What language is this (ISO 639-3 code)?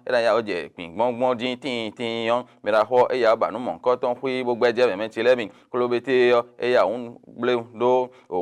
fon